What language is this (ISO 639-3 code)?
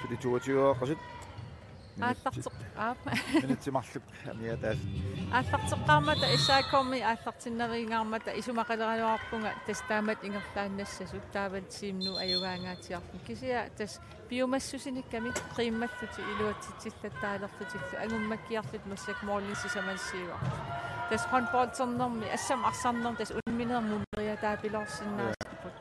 kal